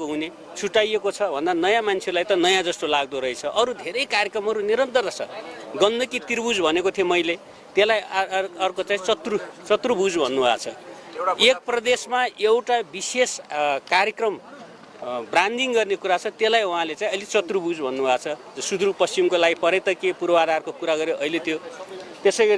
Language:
Nepali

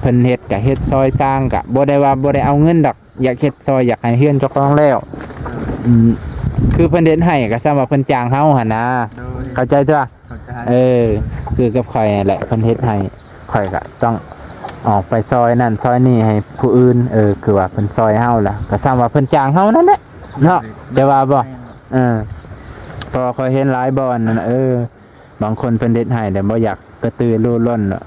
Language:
Lao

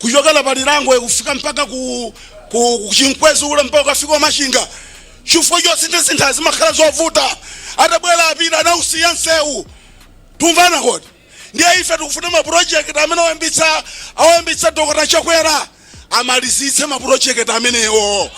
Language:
Nyanja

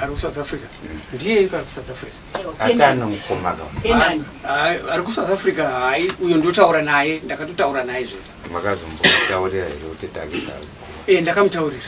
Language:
Shona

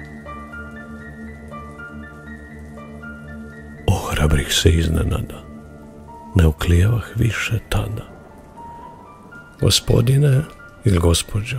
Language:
Croatian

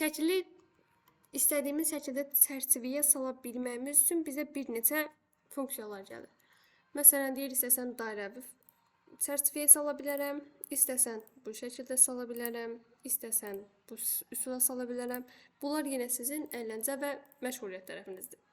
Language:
Azerbaijani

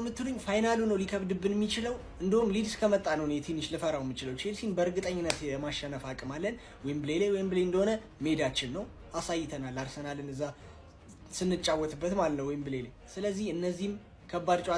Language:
Amharic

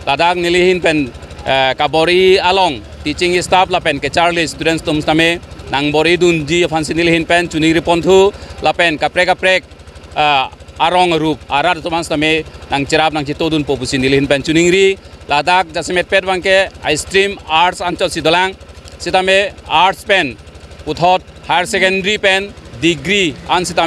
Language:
Karbi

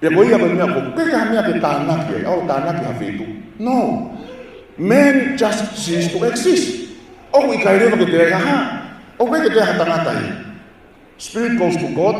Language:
Tongan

